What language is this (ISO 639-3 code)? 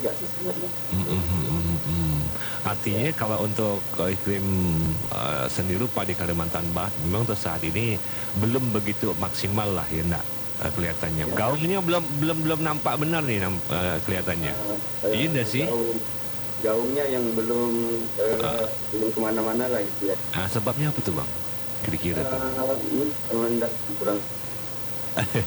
ind